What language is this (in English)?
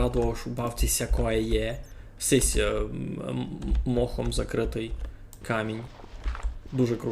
Rusyn